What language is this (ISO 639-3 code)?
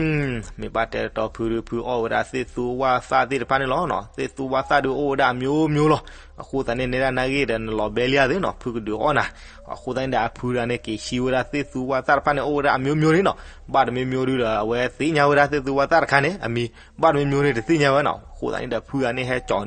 ksw